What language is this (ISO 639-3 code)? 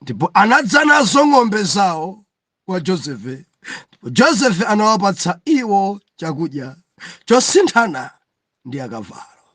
nya